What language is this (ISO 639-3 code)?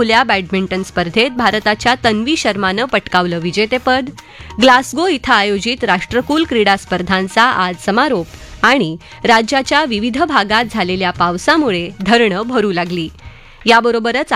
mar